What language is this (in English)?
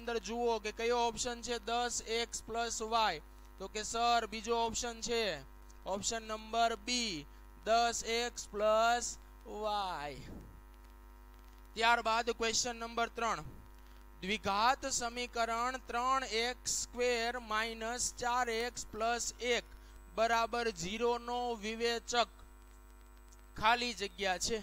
Gujarati